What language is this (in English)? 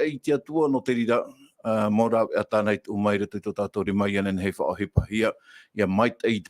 Tahitian